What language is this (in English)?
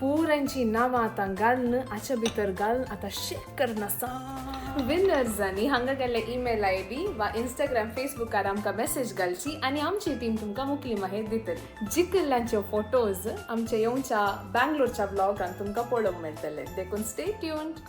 Konkani